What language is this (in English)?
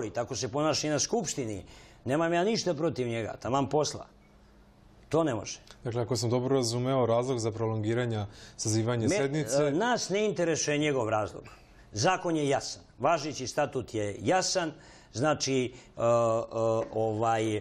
Serbian